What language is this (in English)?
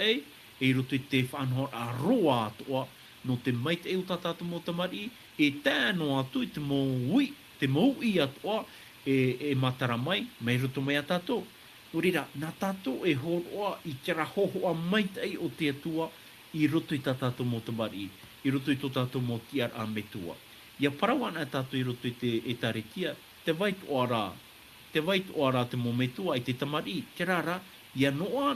Tahitian